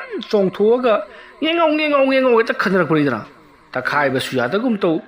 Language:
Manipuri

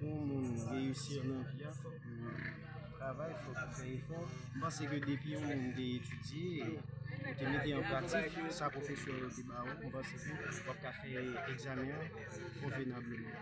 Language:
Haitian Creole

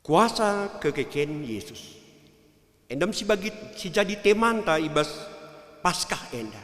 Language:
Batak Karo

